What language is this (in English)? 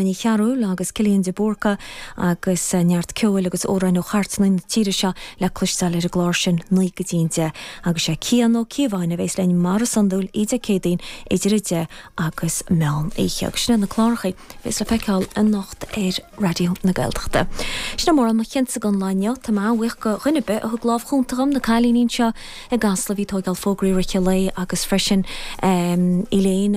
Irish